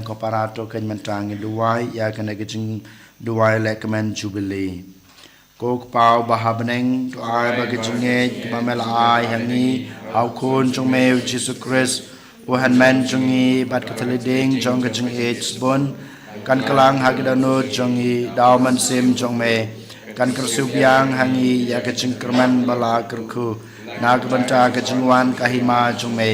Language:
Khasi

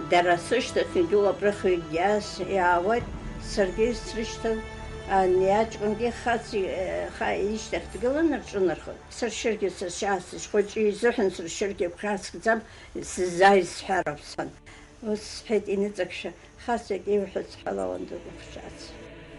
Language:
Abkhazian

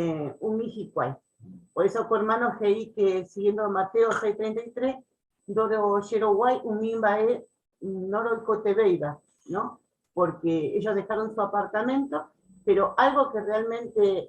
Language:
Guarani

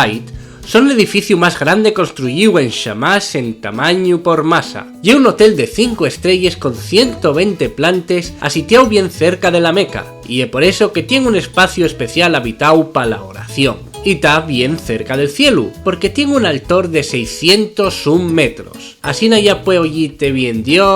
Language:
Asturian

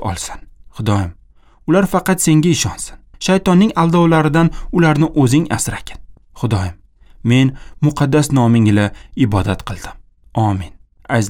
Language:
Uzbek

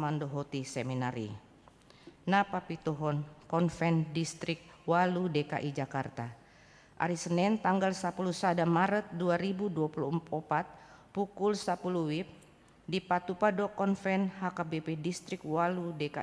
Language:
Batak Toba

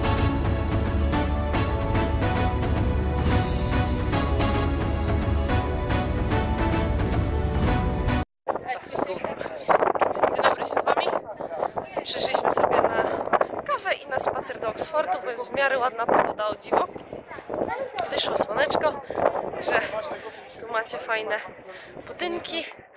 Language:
Polish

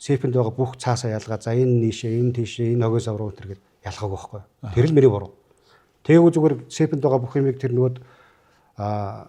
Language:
Mongolian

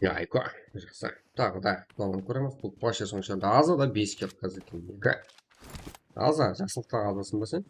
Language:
Kara-Kalpak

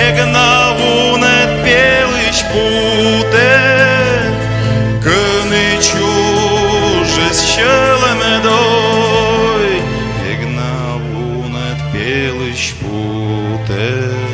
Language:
Komi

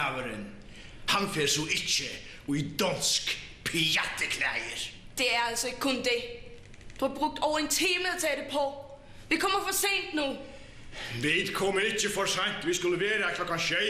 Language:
Faroese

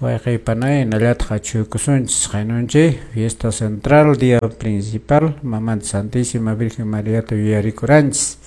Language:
Quechua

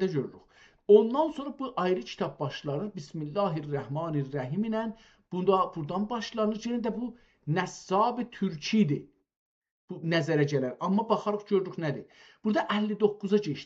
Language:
South Azerbaijani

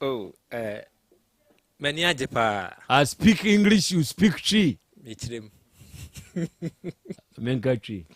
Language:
Akan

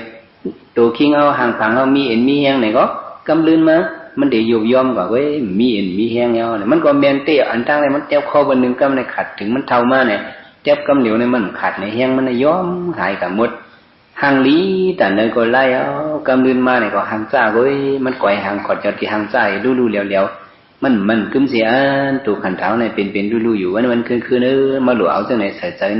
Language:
Shan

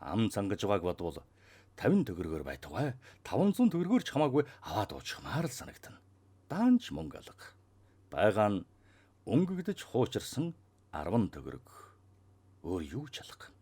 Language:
Mongolian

